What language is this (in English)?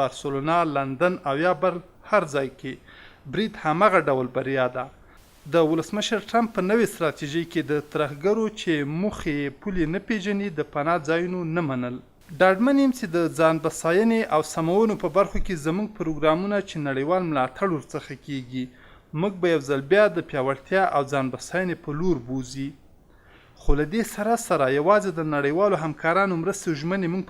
Pashto